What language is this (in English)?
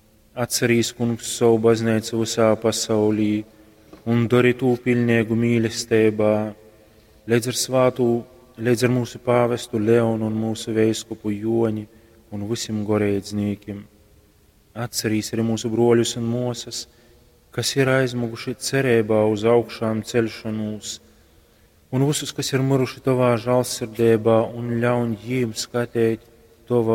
Latgalian